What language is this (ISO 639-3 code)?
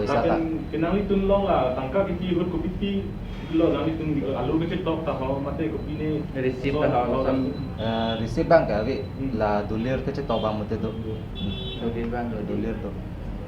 mjw